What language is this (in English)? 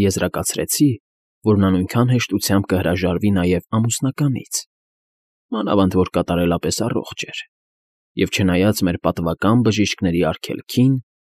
Armenian